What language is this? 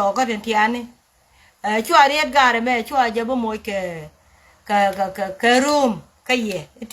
Nuer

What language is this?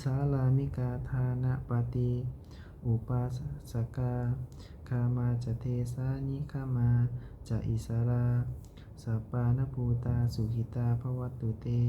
Pali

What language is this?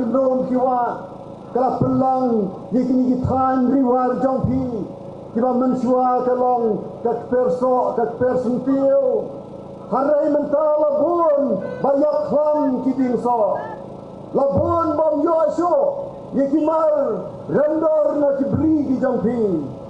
Khasi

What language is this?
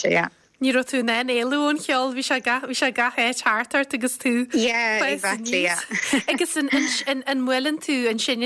Irish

